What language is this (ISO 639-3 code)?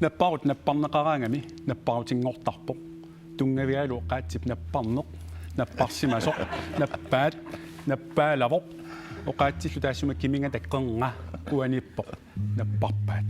kal